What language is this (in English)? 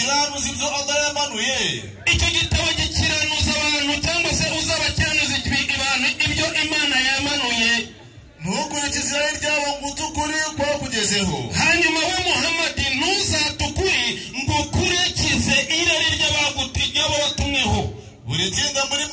Kinyarwanda